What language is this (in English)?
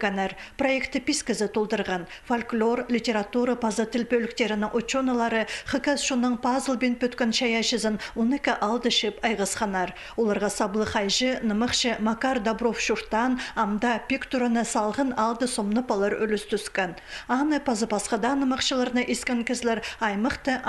Khakas